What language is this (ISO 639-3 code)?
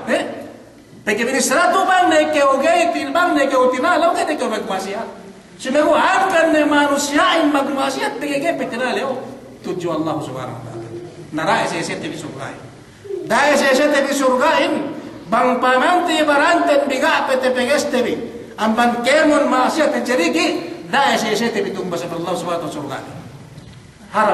yka